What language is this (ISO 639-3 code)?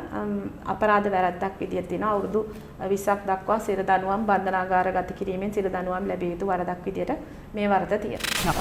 sin